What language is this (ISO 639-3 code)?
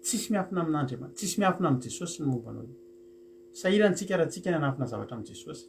mlg